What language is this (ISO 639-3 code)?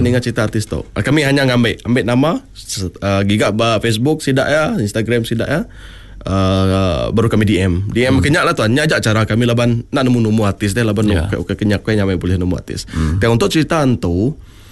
iba